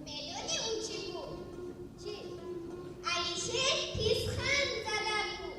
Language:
Tajik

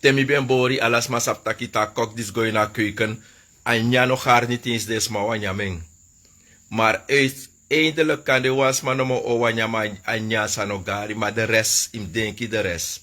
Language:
Sranan Tongo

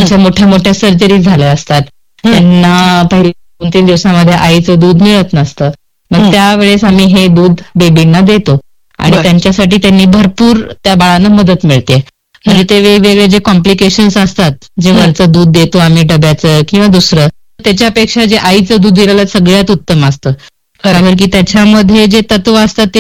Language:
Marathi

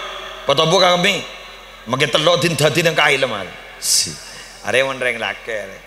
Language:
Madurese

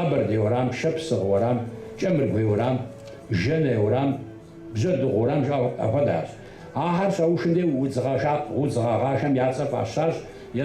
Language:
Kabardian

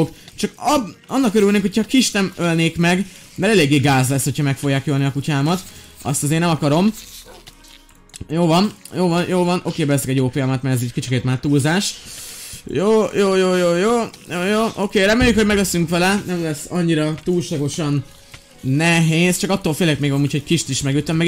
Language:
Hungarian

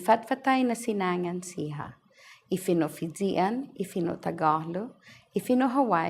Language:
Chamorro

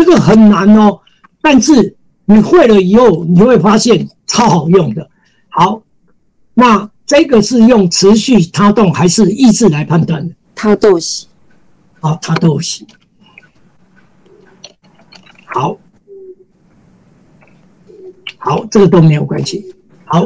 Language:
Chinese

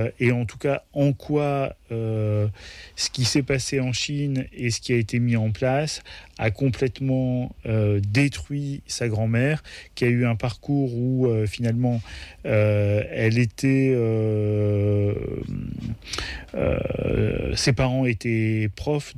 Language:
French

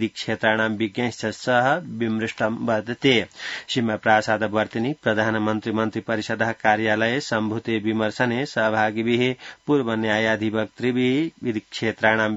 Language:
Sanskrit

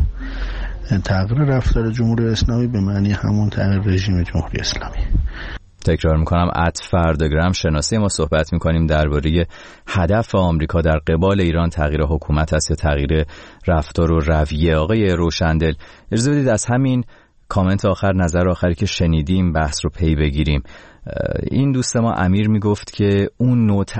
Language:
Persian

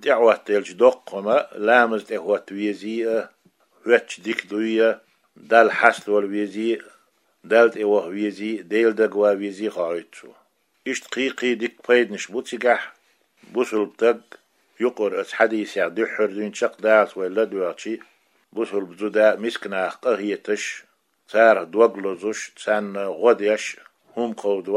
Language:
Chechen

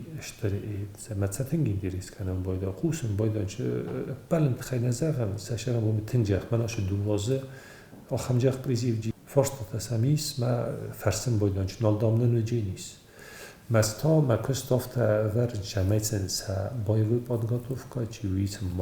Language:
Ossetic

